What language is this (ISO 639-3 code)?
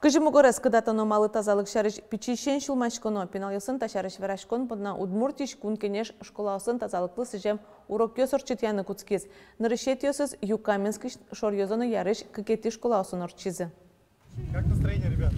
udm